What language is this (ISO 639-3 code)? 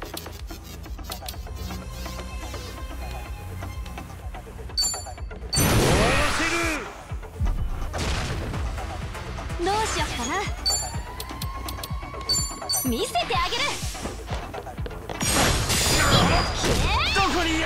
jpn